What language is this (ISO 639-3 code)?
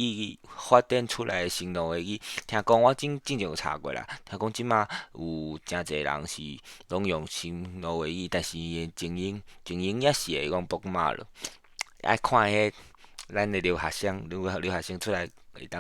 nan